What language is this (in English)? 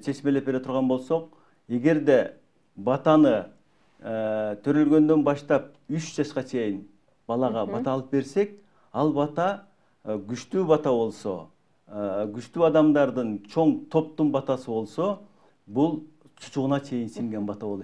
Kyrgyz